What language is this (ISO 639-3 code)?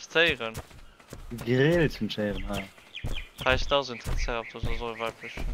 ltz